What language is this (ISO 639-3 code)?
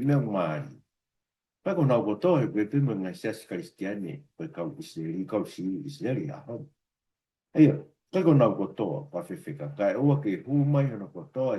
ton